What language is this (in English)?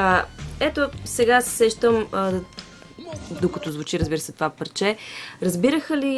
Bulgarian